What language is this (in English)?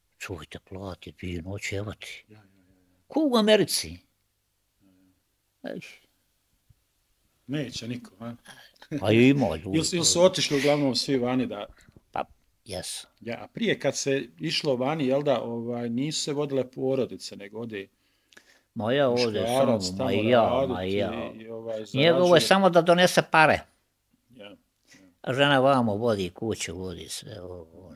Bosnian